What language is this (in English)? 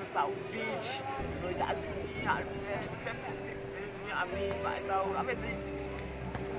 Haitian Creole